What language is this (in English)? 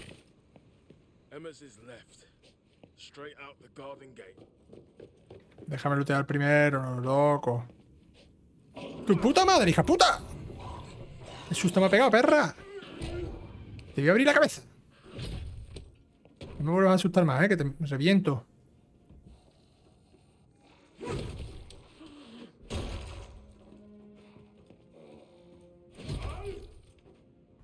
Spanish